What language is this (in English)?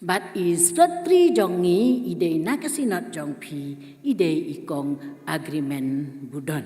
Khasi